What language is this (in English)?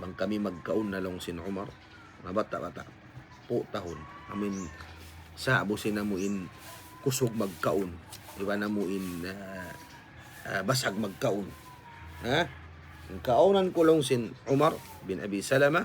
Tausug